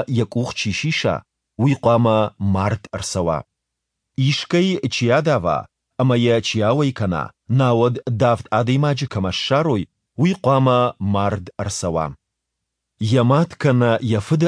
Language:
Ossetic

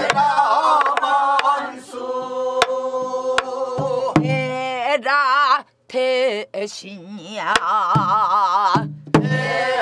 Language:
Korean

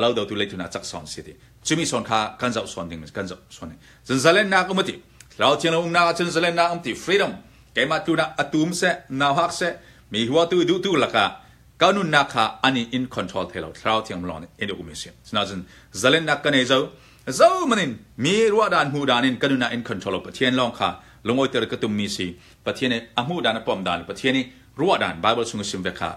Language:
Hakha Chin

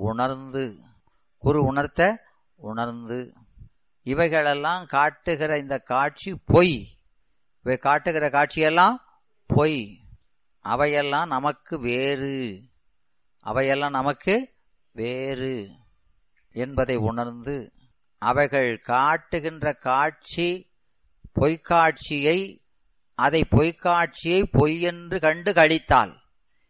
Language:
Tamil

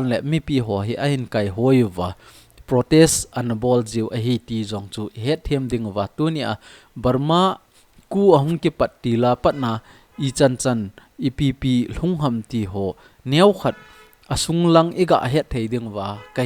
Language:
Thado Chin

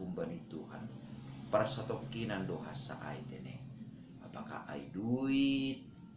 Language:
Batak Simalungun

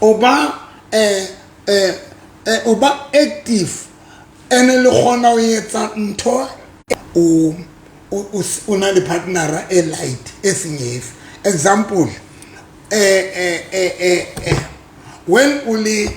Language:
Southern Sotho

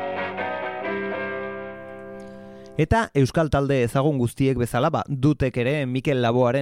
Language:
Basque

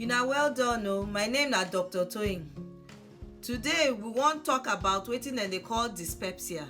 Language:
Nigerian Pidgin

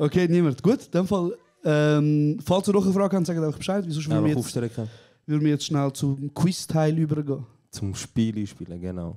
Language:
Swiss German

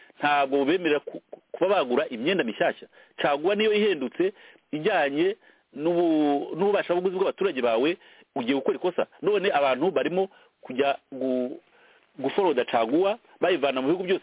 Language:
Kinyarwanda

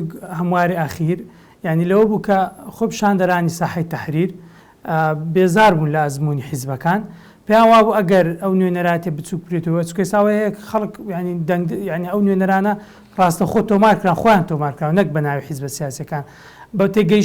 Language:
Central Kurdish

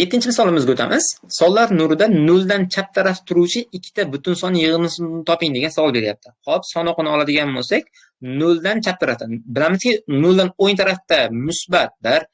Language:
Uzbek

